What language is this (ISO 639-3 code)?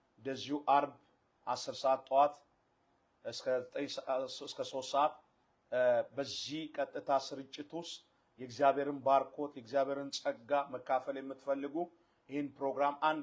amh